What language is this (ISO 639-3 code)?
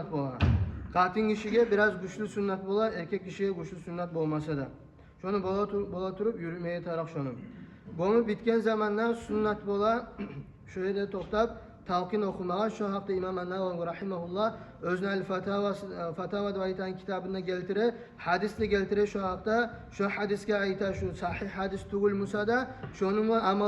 kum